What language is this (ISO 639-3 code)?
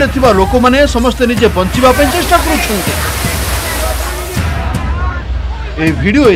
ori